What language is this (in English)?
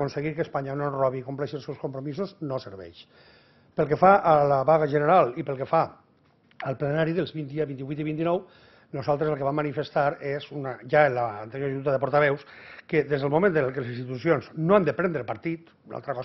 Catalan